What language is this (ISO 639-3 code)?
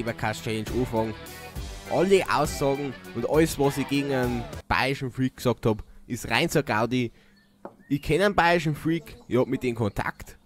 bar